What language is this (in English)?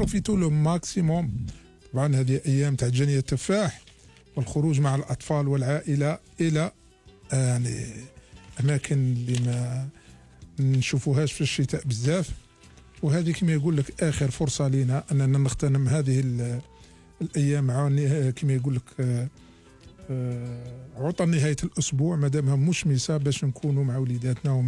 Algerian Arabic